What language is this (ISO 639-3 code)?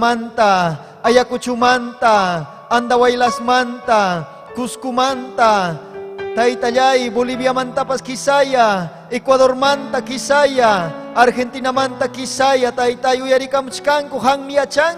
quy